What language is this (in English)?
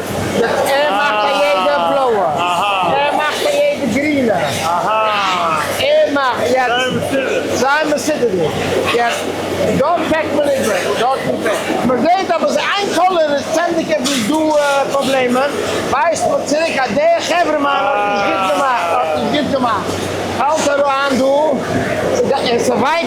Yiddish